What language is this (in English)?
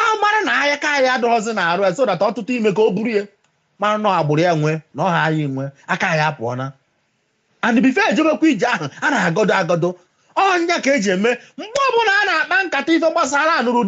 Igbo